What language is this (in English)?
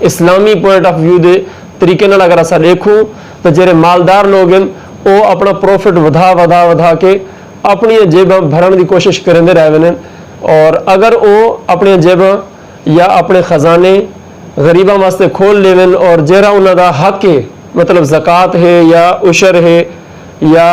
Saraiki